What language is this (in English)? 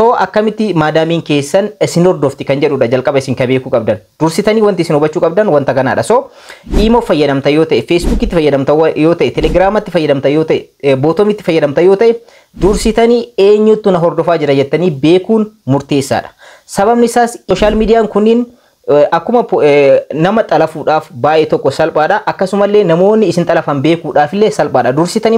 Oromo